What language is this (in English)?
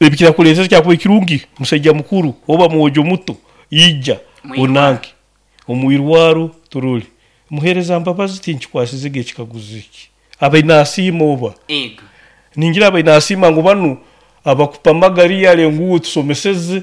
Nyoro